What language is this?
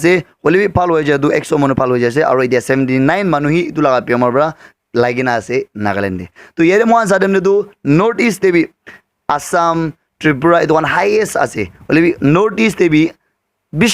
Naga Pidgin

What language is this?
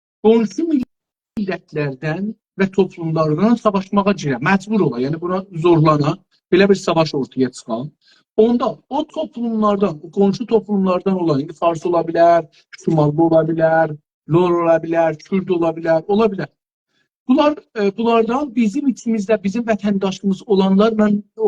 South Azerbaijani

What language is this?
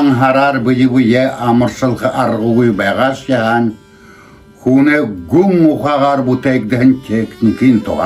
Buriat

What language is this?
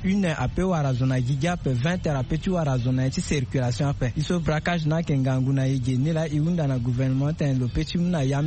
Sango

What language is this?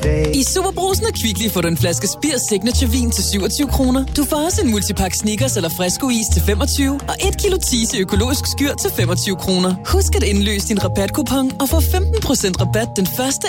Danish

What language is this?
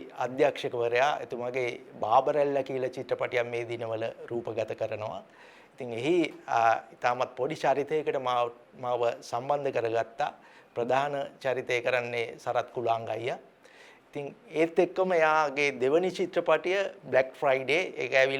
Sinhala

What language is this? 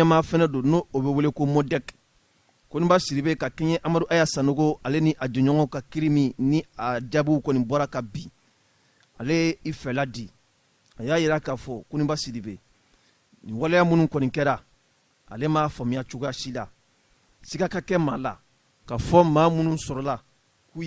Bambara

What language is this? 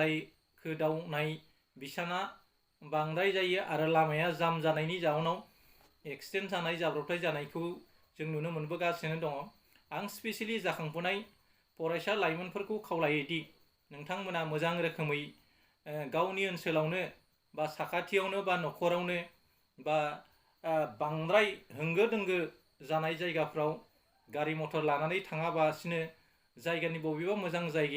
Bodo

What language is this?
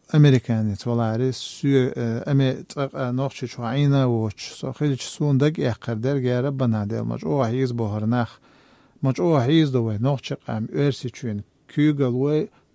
Chechen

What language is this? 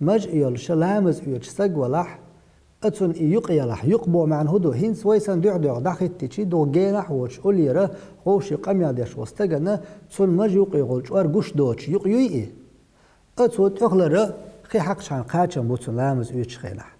Chechen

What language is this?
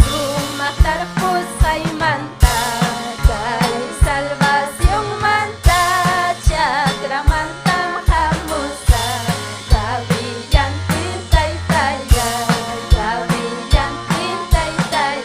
Ayacucho Quechua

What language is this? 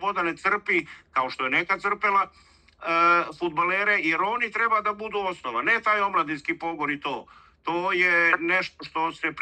Serbian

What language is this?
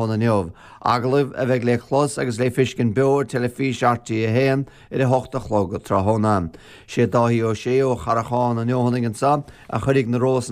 Irish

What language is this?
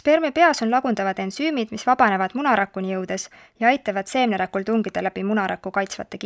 Estonian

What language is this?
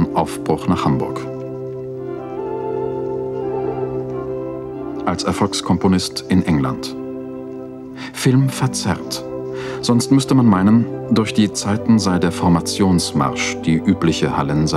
German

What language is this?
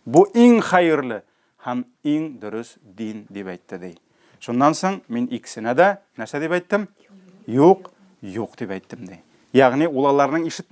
Tatar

